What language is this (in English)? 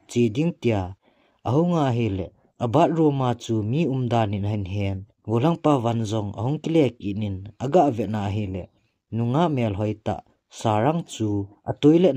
Thado Chin